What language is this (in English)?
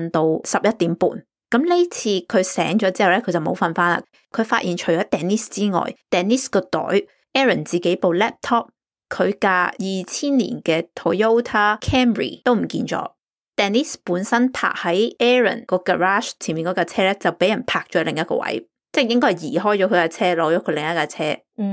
Cantonese